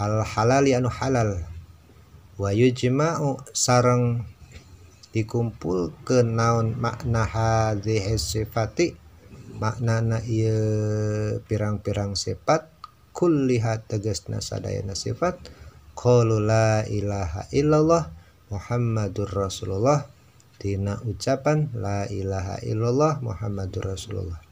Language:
Sundanese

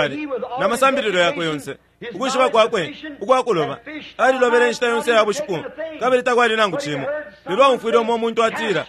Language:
Bemba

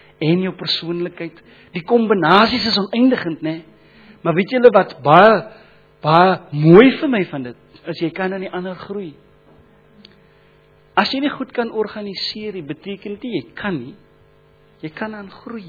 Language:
Afrikaans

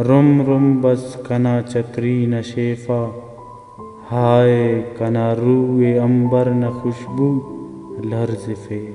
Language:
Brahui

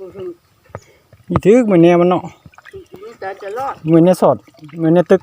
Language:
Lao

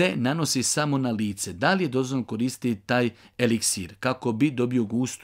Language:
Bosnian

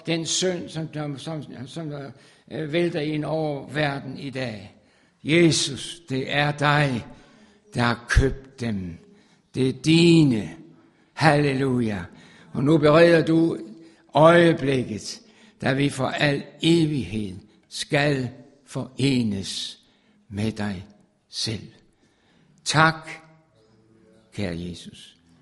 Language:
Danish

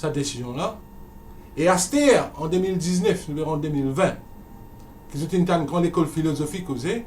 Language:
Morisyen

